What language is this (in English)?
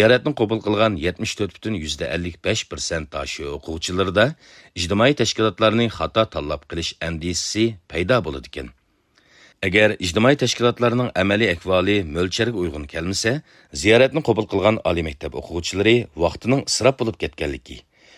Uyghur